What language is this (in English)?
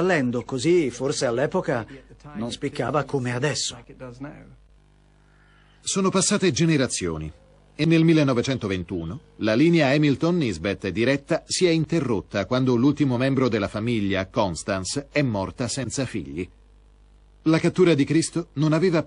Italian